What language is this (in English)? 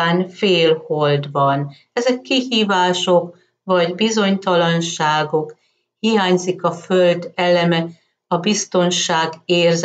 Hungarian